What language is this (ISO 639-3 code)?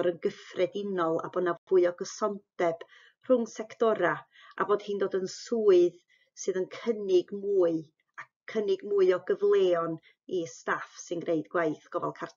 cym